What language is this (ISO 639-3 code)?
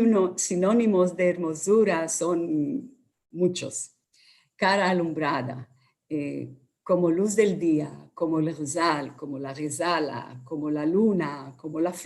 lad